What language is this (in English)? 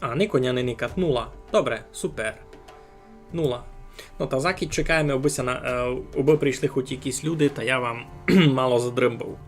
Rusyn